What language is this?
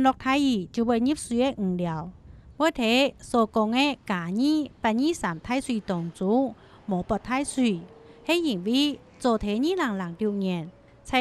Hakka Chinese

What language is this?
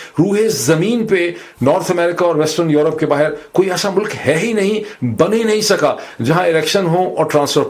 Urdu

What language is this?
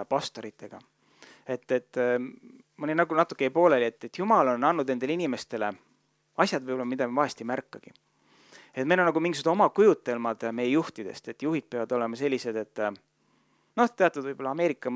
Estonian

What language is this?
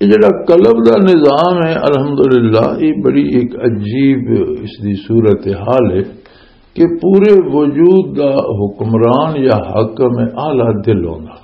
Western Panjabi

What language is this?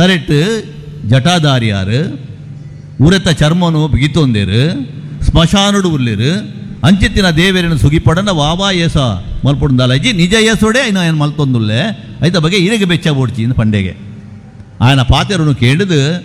Tulu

